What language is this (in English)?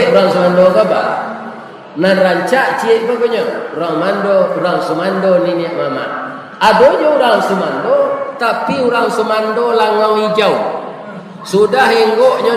Minangkabau